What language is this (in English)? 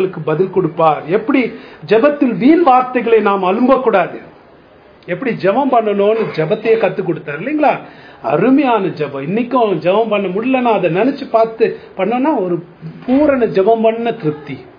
Tamil